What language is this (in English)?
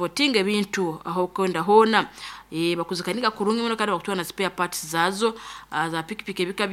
Nyankole